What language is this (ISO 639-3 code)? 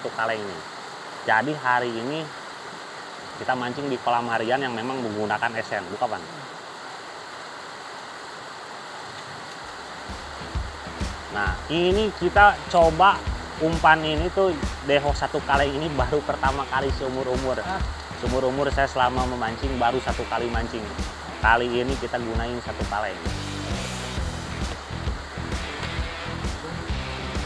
ind